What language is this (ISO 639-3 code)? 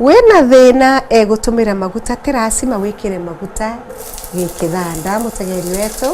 mer